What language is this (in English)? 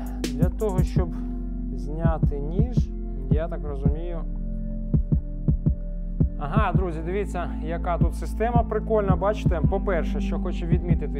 Ukrainian